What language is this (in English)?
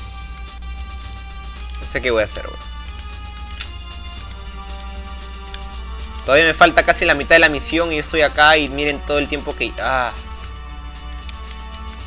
Spanish